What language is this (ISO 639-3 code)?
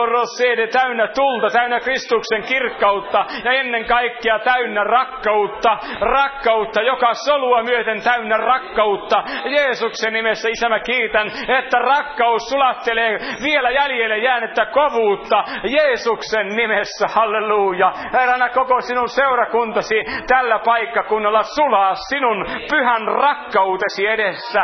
fin